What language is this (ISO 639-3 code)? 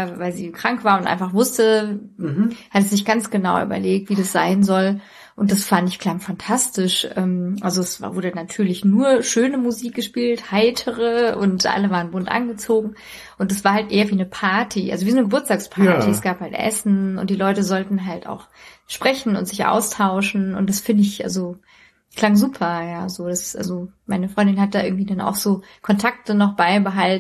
deu